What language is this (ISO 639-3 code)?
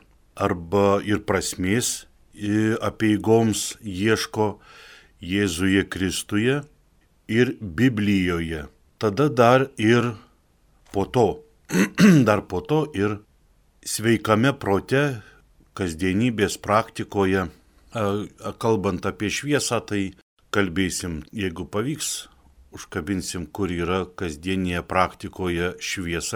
lit